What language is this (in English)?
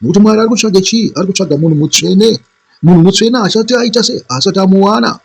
Shona